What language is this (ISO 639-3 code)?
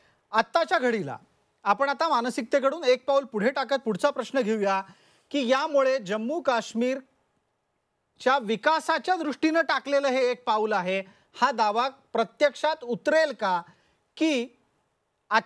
mar